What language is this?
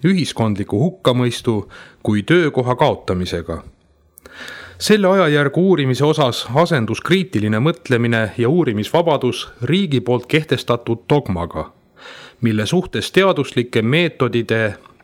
Estonian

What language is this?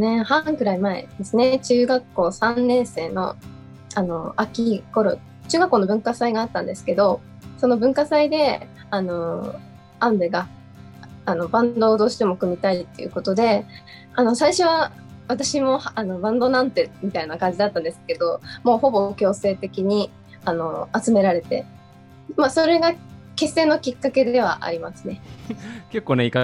Japanese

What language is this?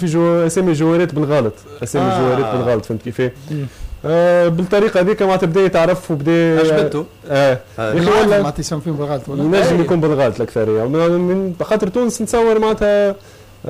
Tunisian Arabic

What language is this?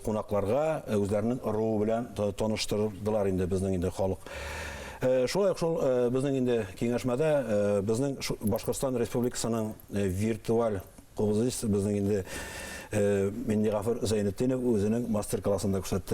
Bashkir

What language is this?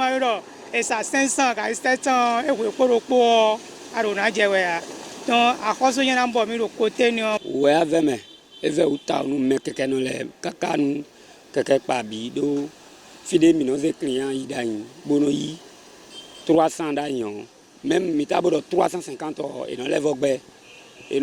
Fon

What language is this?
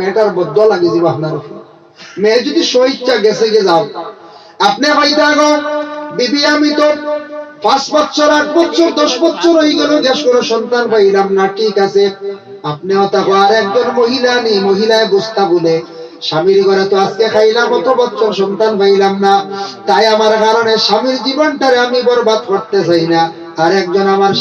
Sylheti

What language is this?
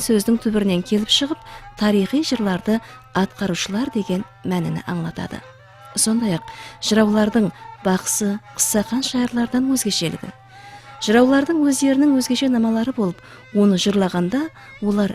Kara-Kalpak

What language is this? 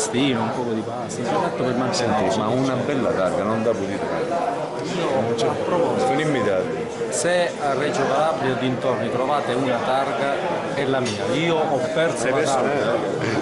Italian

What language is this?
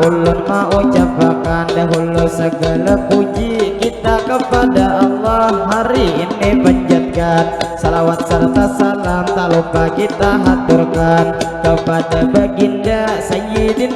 Banjar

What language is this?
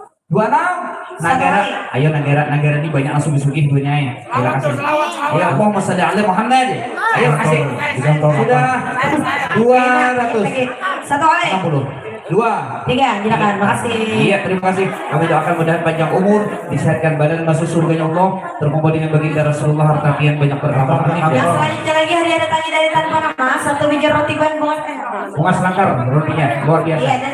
Banjar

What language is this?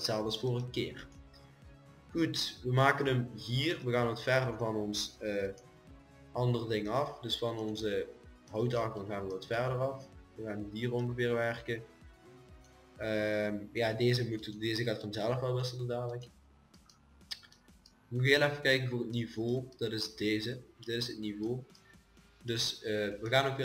Dutch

